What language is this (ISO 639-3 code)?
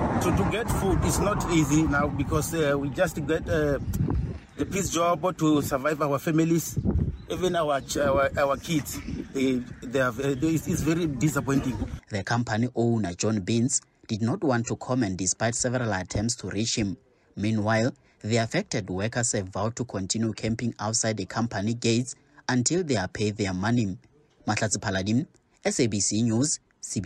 eng